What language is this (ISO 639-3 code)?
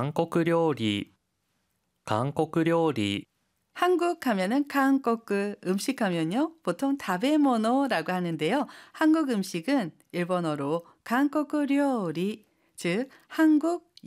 kor